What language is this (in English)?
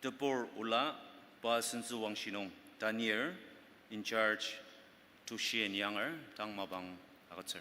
Ao Naga